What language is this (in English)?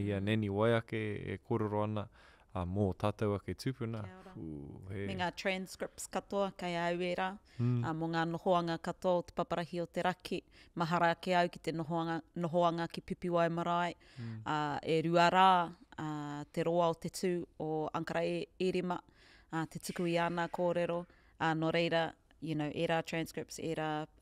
Māori